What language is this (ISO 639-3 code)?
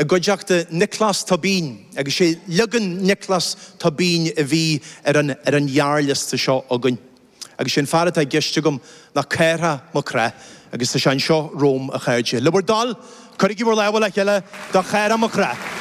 gle